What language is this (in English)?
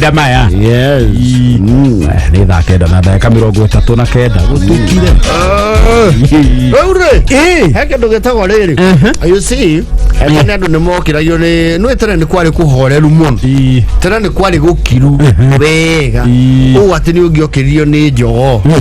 Kikuyu